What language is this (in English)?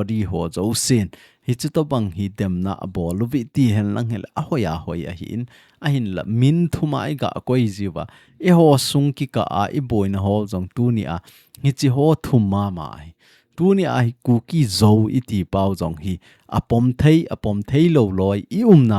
Thado Chin